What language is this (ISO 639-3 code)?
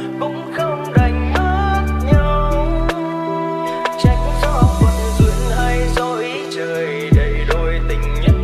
vie